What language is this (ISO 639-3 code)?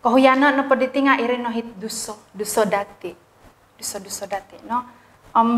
dtp